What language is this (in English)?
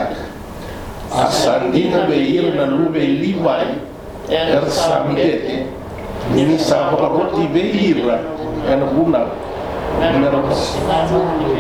Fijian